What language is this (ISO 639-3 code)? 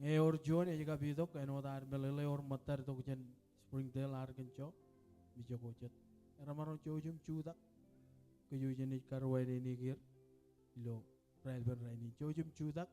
mah